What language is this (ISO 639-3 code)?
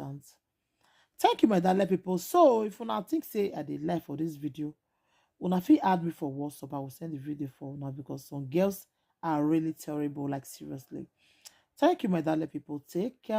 pcm